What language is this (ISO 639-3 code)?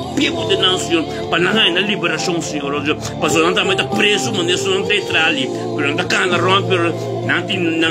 pap